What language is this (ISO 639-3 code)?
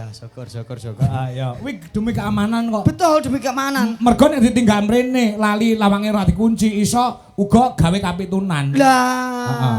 jav